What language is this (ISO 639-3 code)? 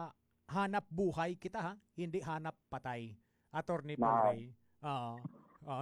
hil